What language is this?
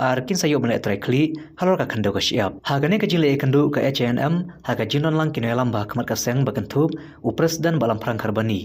Khasi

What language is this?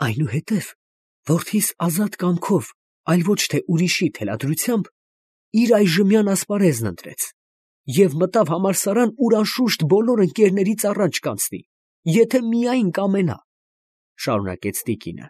Armenian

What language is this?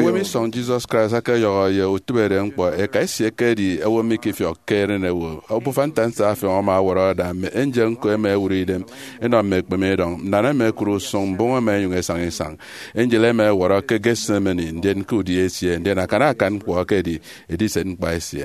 Efik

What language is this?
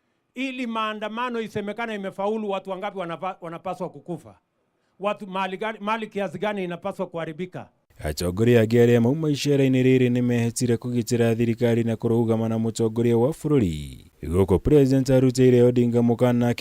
Kikuyu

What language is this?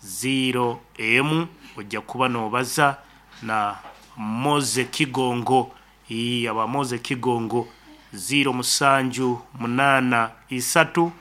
Nyankole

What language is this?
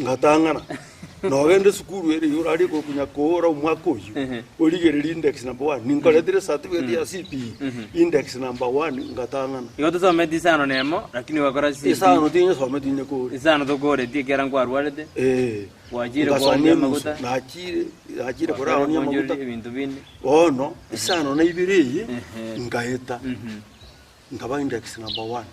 Gusii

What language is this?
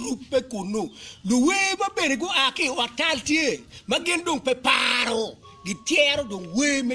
Acoli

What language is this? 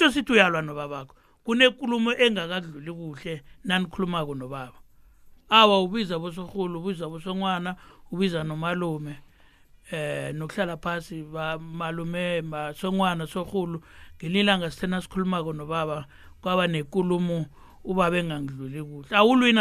South Ndebele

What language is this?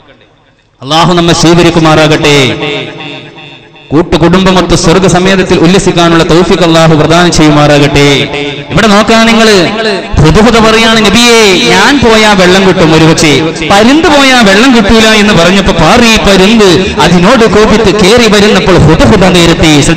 Malayalam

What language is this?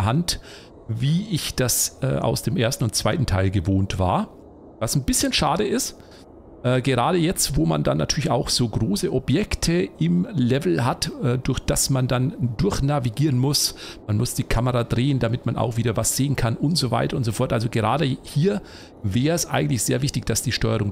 German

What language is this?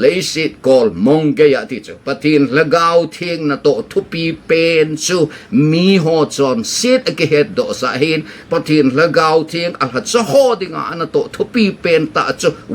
Thado Chin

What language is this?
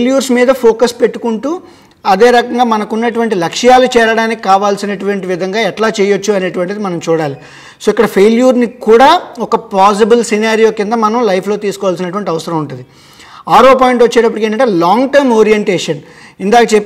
Telugu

